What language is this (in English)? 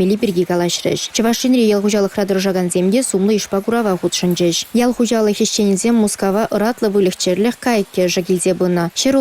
Chuvash